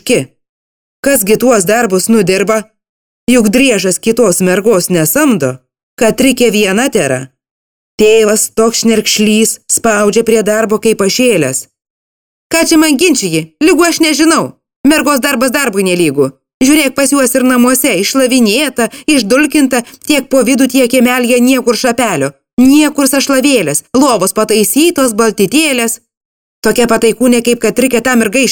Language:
Lithuanian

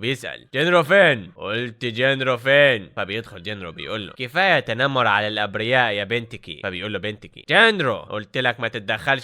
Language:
Egyptian Arabic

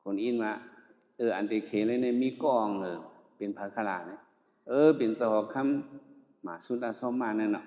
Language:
Shan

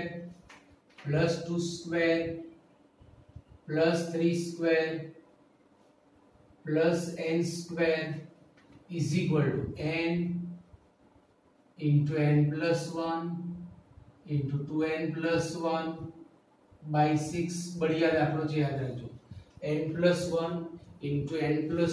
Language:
Gujarati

